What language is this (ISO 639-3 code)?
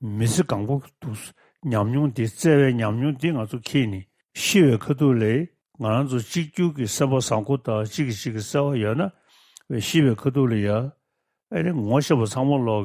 bod